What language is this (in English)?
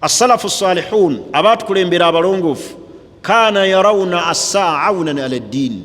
Ganda